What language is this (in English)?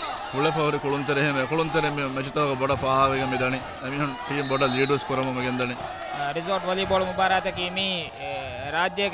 Divehi